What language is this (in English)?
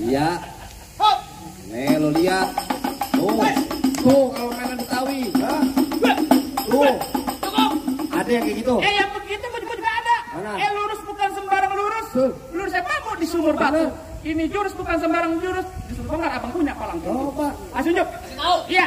Betawi